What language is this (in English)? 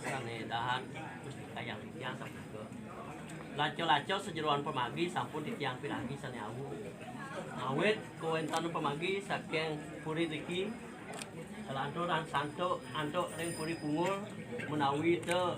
Balinese